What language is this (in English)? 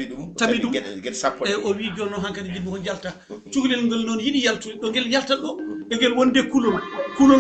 Fula